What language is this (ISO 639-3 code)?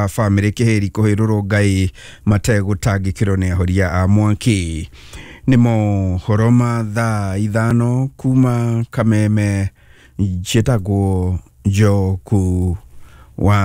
kik